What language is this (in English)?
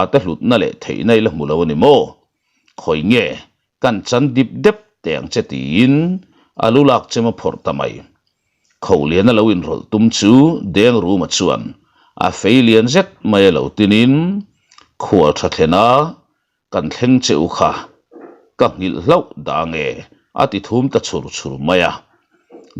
Mizo